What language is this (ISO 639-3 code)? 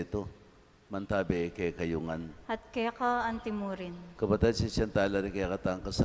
pam